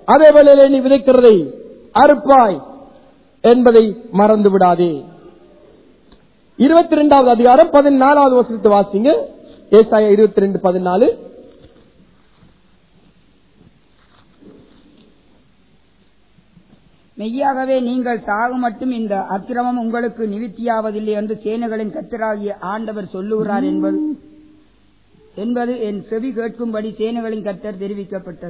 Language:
Tamil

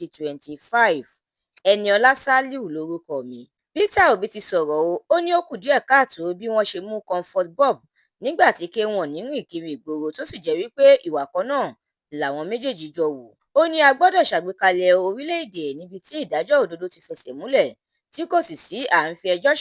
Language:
Yoruba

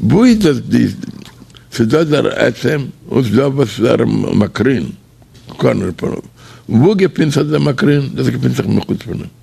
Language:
Yiddish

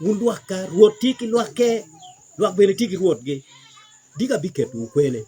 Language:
Acoli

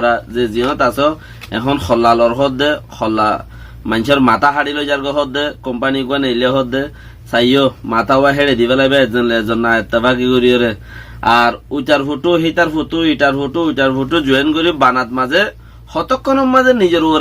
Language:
Rohingya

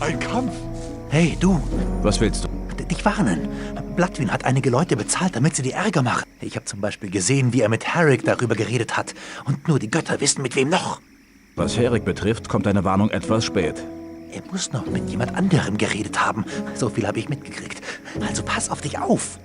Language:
Bavarian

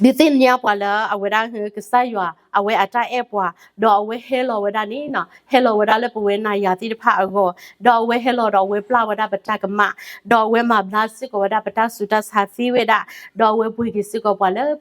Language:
S'gaw Karen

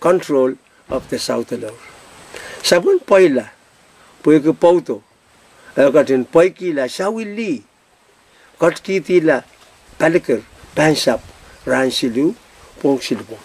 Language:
Pohnpeian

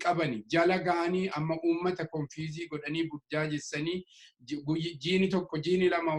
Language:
Oromo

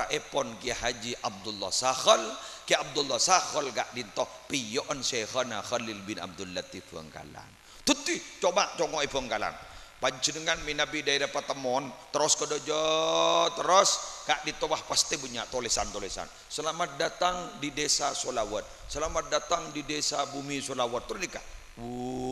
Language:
Madurese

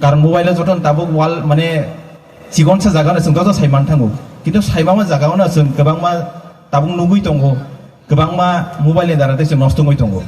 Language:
Riang (India)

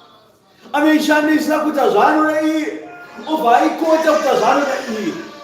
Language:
Shona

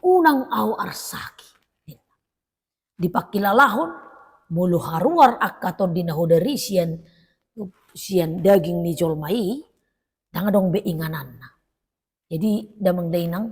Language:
Batak Toba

